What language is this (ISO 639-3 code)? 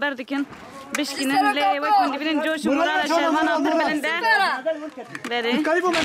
kur